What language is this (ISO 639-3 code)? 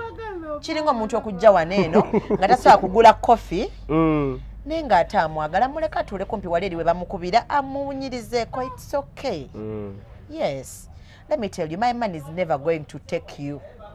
lug